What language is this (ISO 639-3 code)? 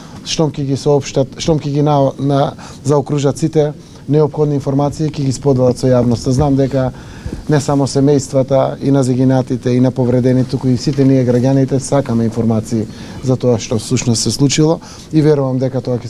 mkd